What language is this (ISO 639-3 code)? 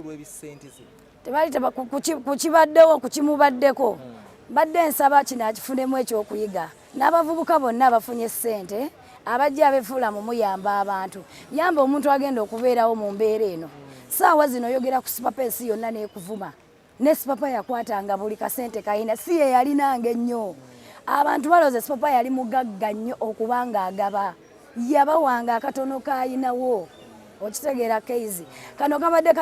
lug